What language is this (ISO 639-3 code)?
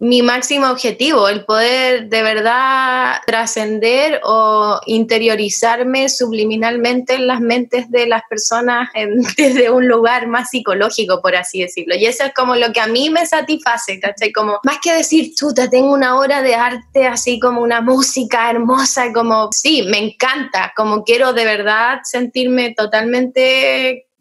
spa